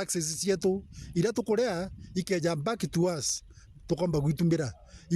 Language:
Meru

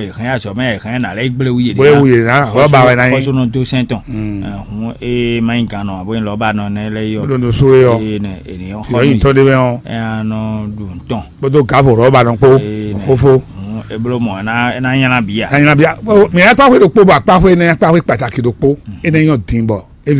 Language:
Fon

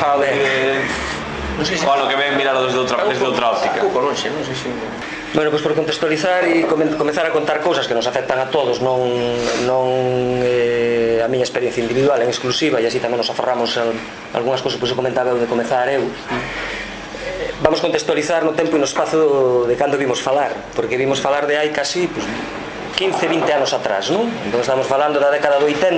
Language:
Galician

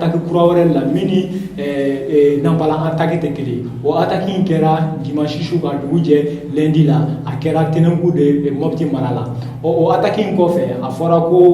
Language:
Bambara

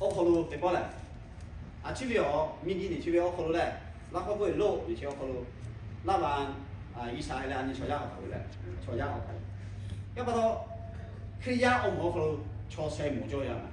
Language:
Lahu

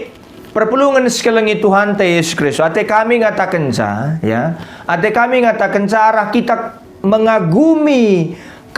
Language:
Batak Karo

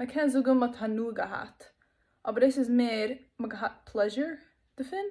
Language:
Yiddish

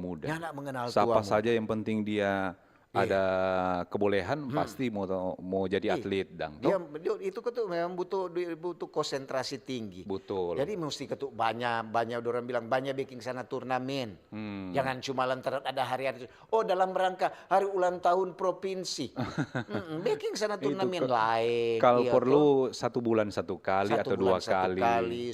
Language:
Manado Malay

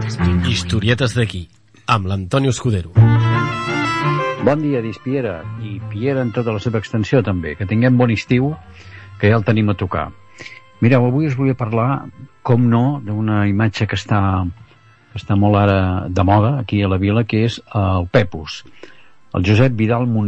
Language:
Catalan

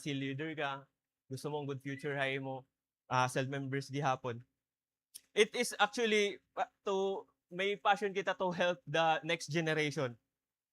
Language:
Waray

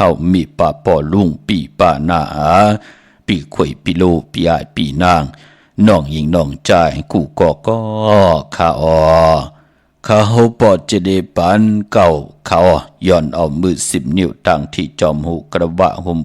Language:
Shan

